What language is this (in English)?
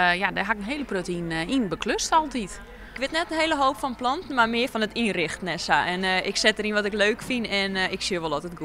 Western Frisian